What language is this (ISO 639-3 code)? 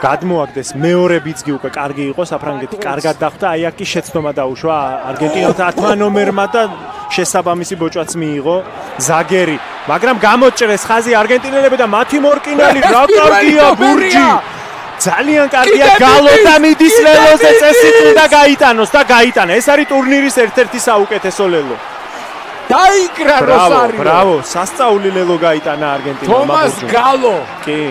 kat